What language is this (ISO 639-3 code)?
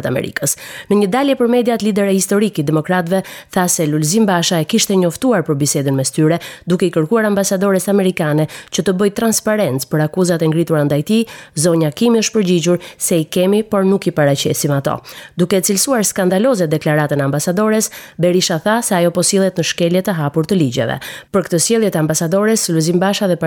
sqi